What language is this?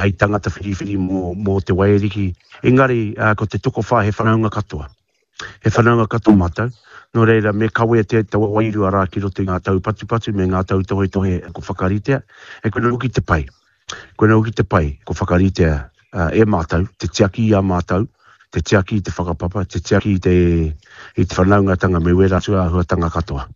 Māori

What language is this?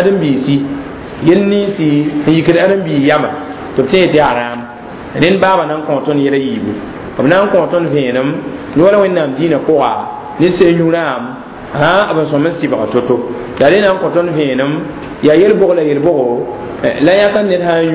Mossi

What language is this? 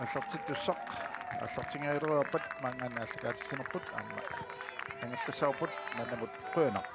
Kalaallisut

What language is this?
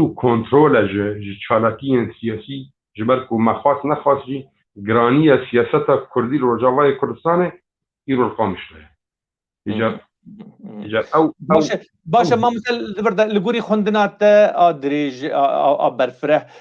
Kurdish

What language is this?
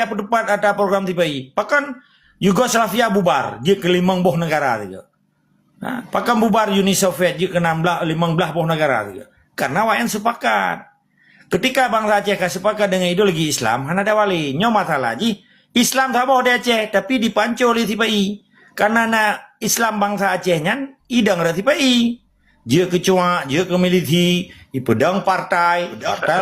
Achinese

